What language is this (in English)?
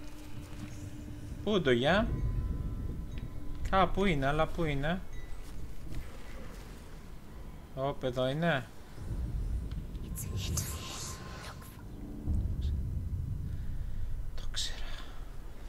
Greek